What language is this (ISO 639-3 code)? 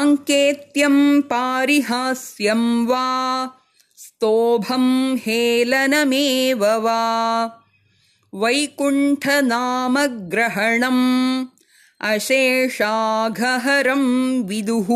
san